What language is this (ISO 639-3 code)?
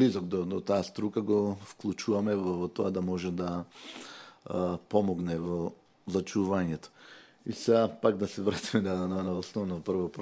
mkd